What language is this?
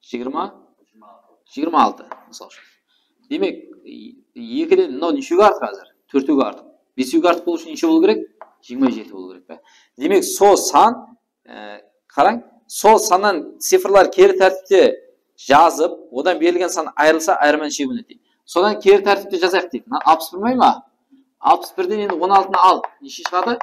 Kara-Kalpak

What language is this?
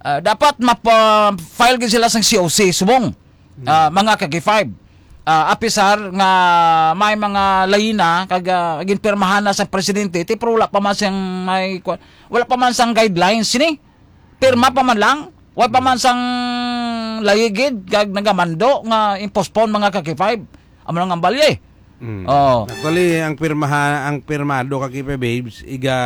Hiligaynon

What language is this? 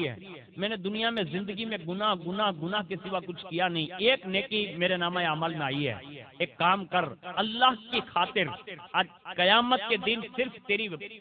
Urdu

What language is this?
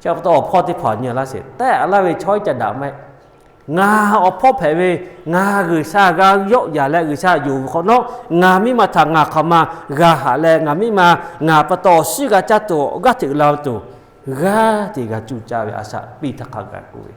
Lahu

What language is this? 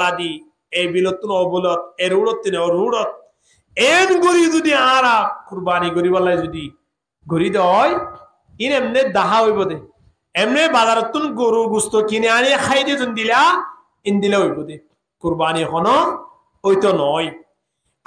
Rohingya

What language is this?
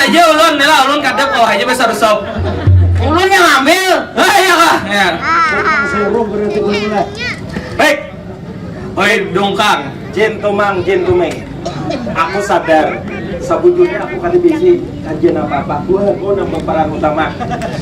Banjar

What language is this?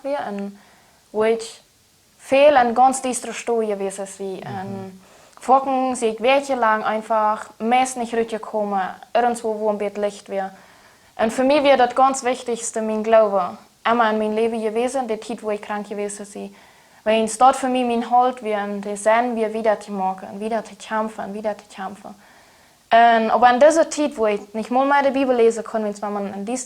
Plautdietsch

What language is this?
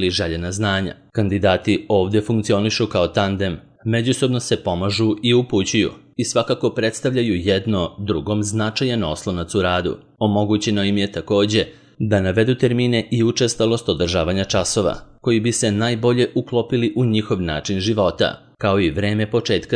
Serbian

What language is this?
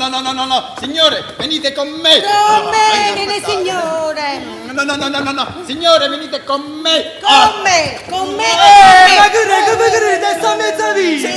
Neapolitan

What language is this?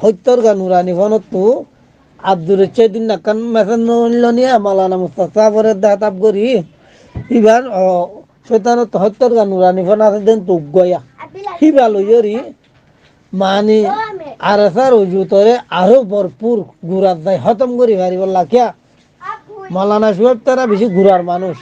Rohingya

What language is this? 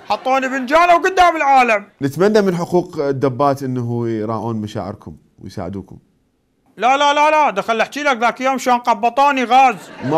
Mesopotamian Arabic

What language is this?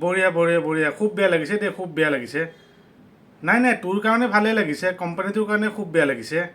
Assamese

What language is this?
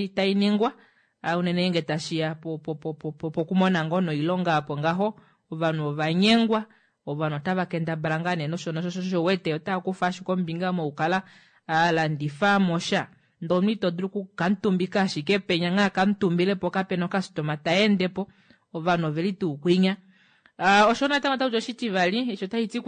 Kuanyama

